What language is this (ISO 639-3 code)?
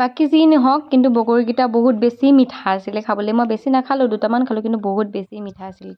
asm